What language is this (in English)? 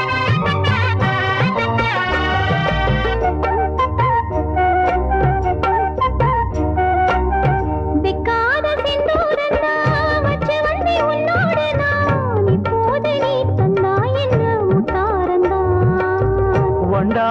Tamil